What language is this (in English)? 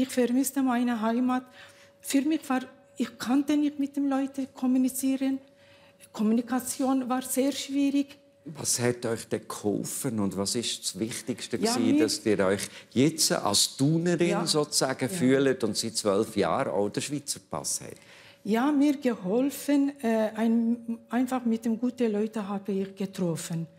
Swiss German